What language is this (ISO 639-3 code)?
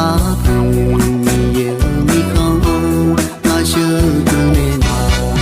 ahk